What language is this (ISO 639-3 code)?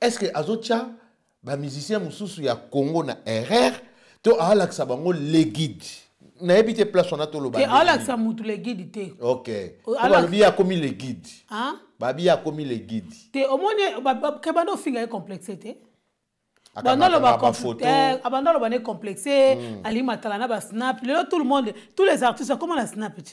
lin